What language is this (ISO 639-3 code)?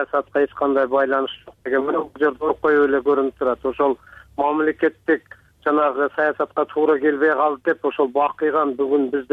kir